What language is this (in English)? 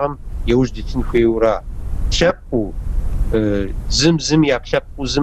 Kabardian